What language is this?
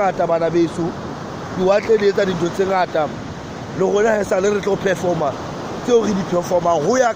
Southern Sotho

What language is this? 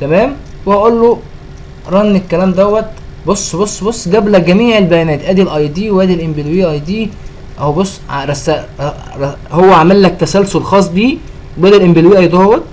Egyptian Arabic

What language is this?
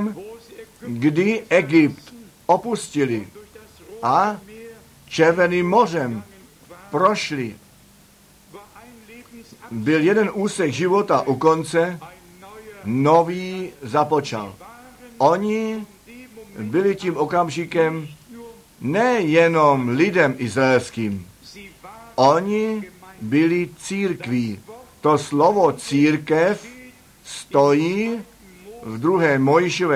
Czech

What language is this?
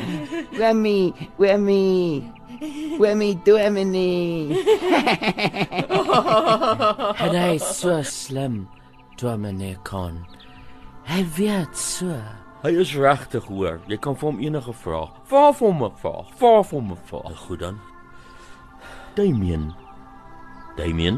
Afrikaans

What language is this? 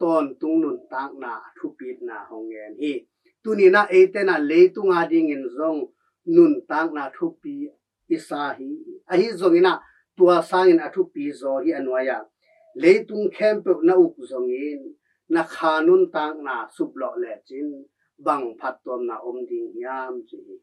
Tedim Chin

